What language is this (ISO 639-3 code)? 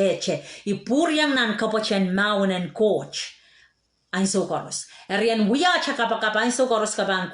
pon